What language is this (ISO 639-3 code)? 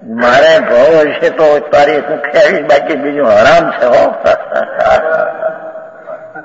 guj